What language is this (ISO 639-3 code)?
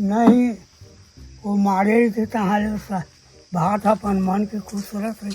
hne